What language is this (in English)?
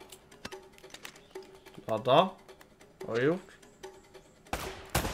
Swedish